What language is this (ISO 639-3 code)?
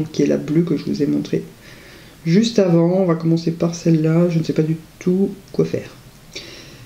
fra